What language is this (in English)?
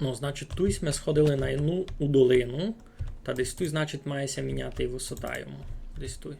Rusyn